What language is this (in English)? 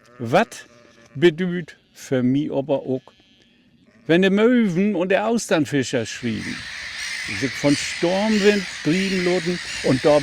Low German